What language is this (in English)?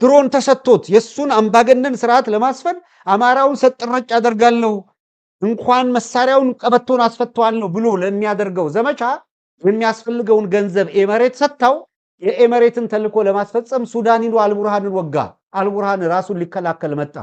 Amharic